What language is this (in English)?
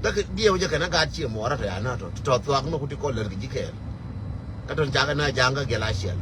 Nuer